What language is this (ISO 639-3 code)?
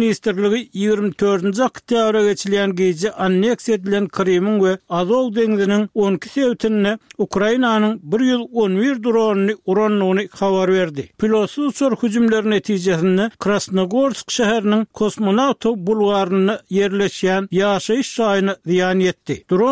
tuk